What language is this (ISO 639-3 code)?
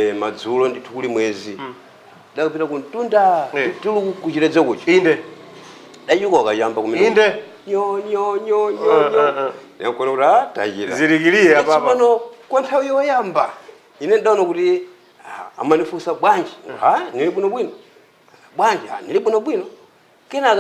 nya